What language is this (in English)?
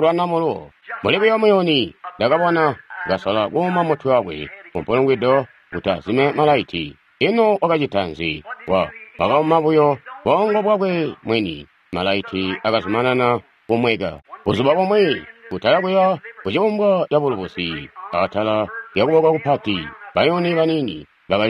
Tonga (Zambia)